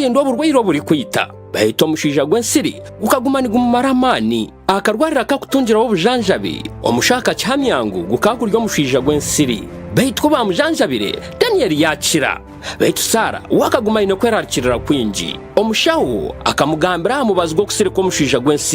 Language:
Nyankole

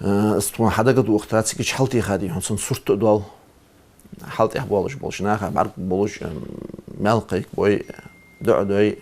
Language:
Ingush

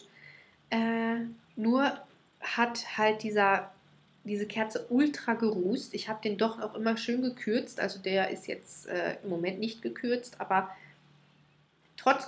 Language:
German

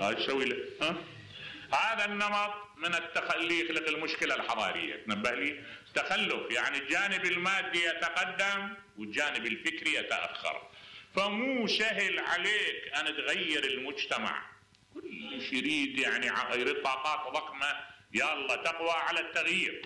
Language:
Mesopotamian Arabic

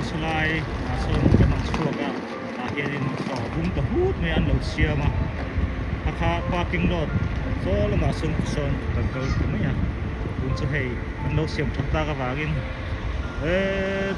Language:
Mizo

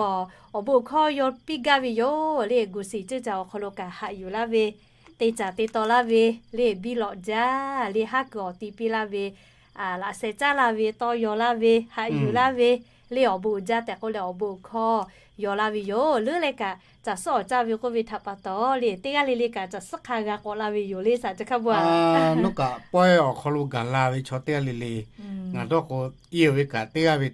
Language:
Lahu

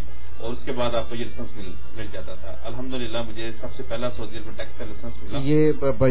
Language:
Urdu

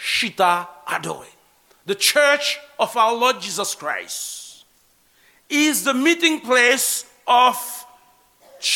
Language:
Haitian Creole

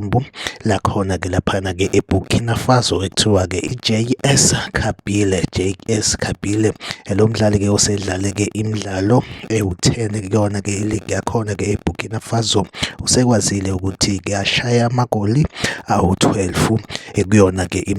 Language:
Zulu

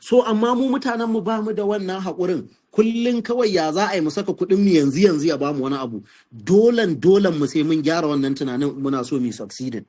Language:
Hausa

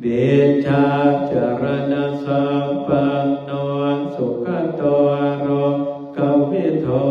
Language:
Pali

